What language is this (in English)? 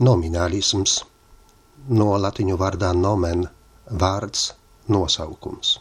Latvian